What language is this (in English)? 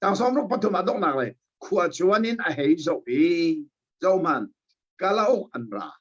Hakha Chin